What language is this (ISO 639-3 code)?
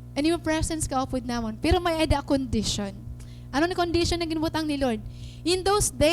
war